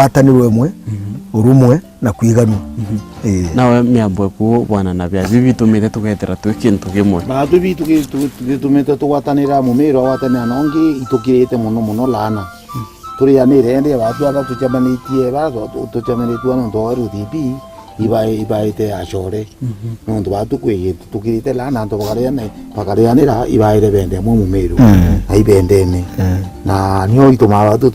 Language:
Meru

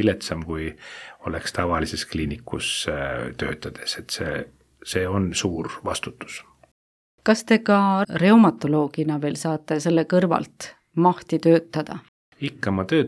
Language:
Estonian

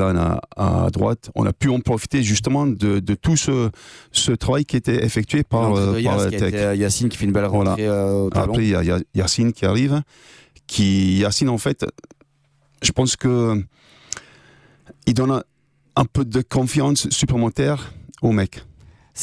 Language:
French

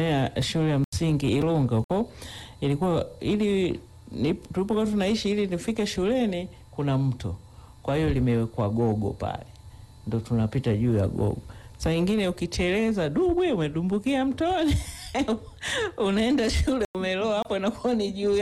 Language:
Swahili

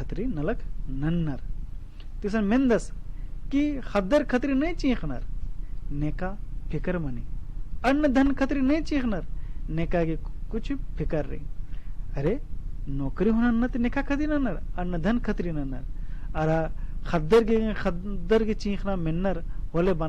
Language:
Kurukh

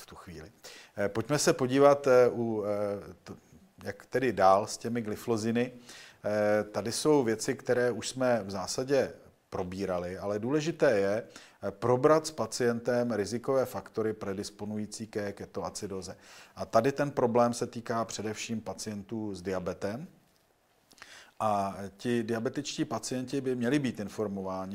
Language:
Czech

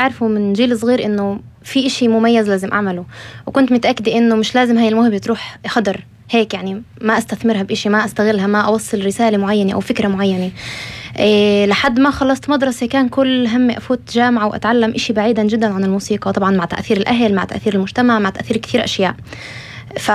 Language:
North Levantine Arabic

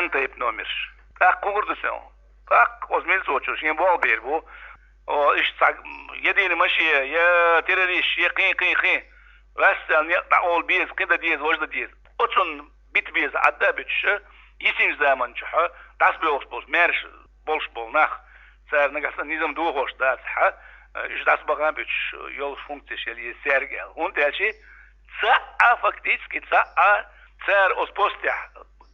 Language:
Chechen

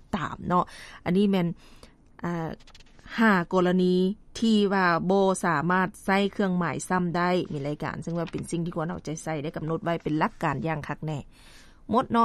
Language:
Lao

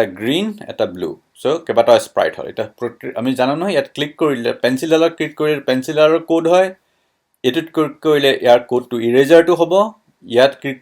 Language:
Assamese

